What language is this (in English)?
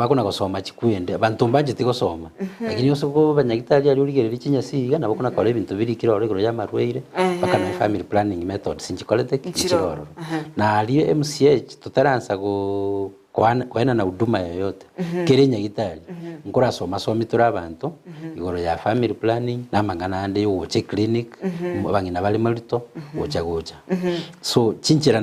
Gusii